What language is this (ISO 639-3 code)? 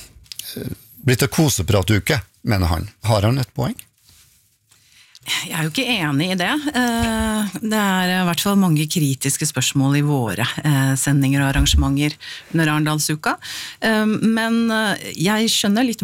nor